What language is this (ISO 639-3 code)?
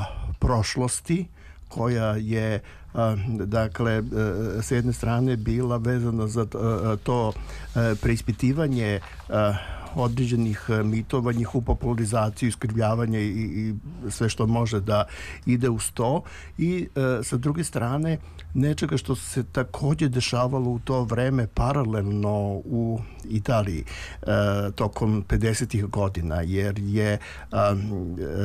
srp